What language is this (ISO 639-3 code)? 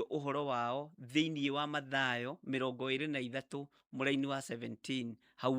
kik